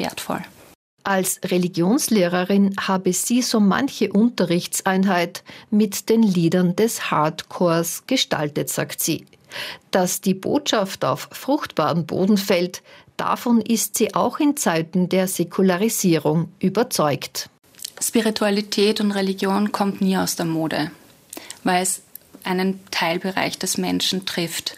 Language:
German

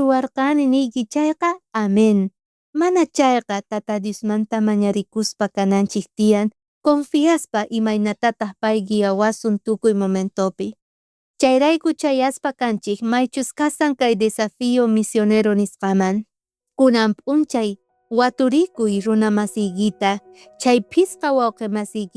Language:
South Bolivian Quechua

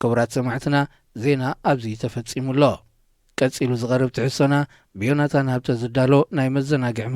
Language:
Tigrinya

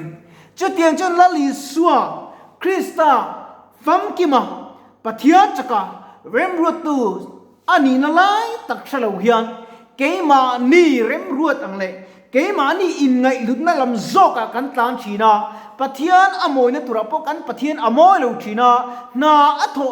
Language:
Mizo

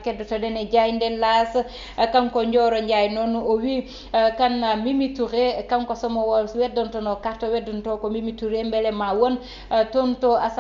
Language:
Fula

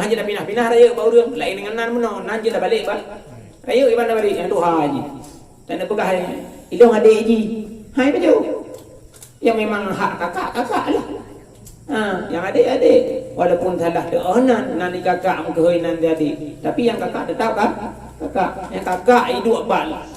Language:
Achinese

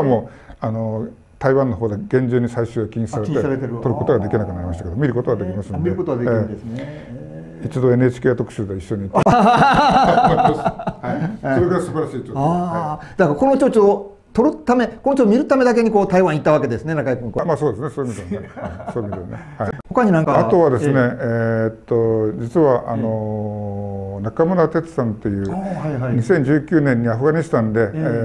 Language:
Japanese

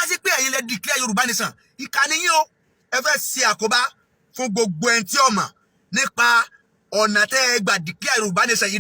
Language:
Yoruba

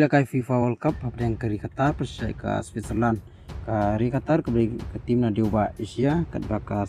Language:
Khasi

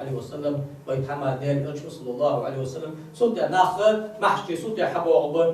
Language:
Ingush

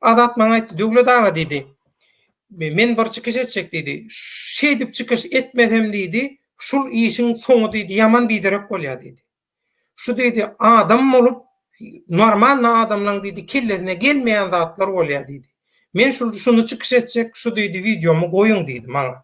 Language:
Turkmen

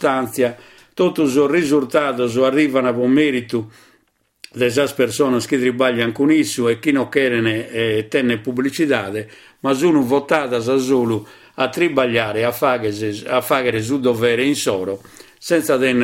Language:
Sardinian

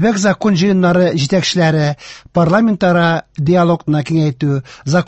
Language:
Tatar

